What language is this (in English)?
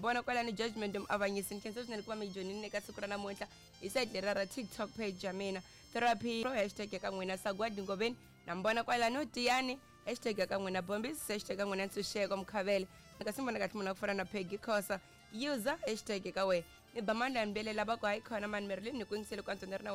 Tsonga